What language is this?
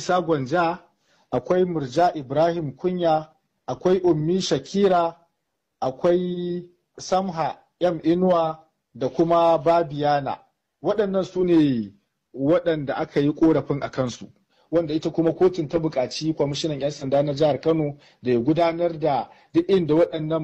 Hausa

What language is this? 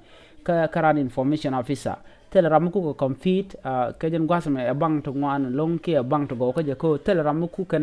Nuer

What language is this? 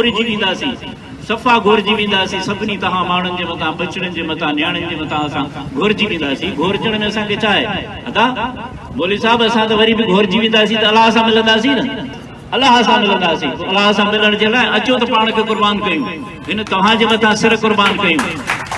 Sindhi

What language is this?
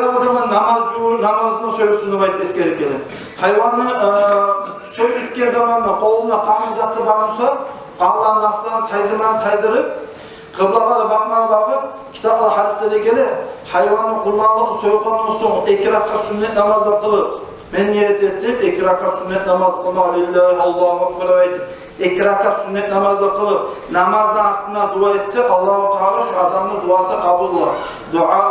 Kumyk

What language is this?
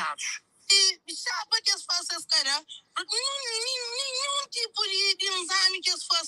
Kabuverdianu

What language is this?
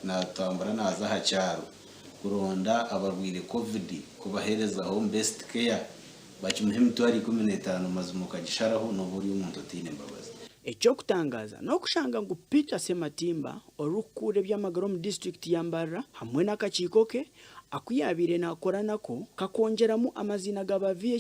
Nyankole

